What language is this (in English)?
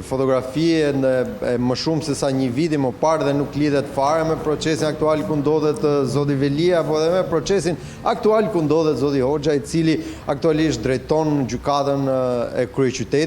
Albanian